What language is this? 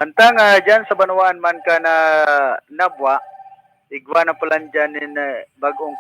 Bikol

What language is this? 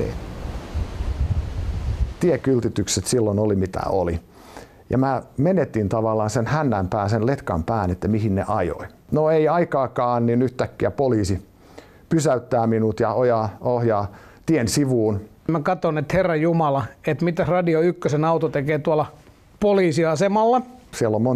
Finnish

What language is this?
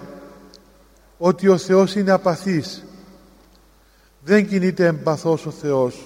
Greek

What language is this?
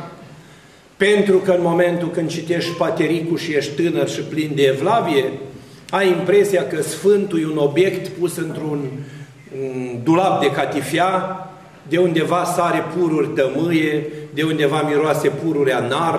Romanian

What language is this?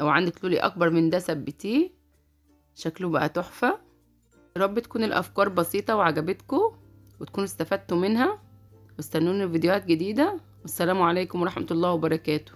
Egyptian Arabic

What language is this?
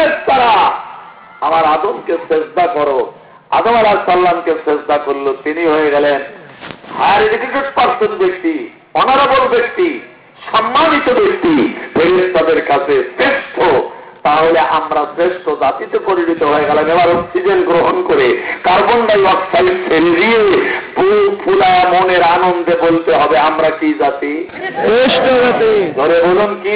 Bangla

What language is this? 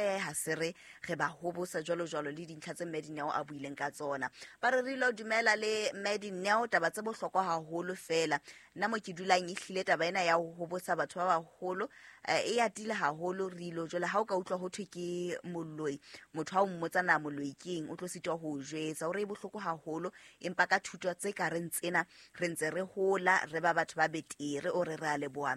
Southern Sotho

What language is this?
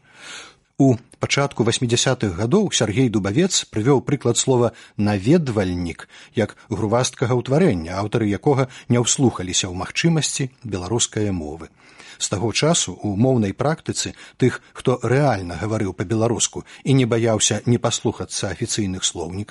Belarusian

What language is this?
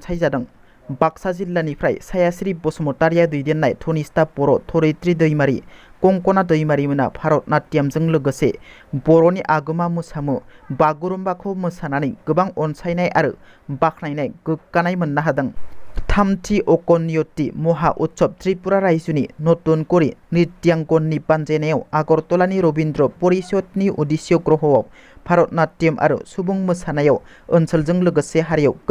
Bodo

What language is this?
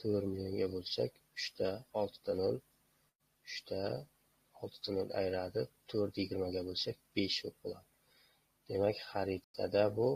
Uzbek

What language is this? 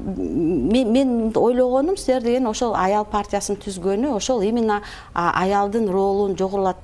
Kyrgyz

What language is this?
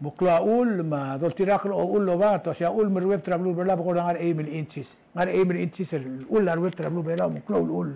Palauan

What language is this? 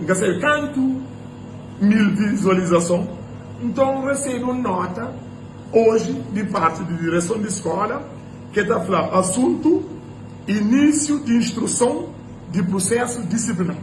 Kabuverdianu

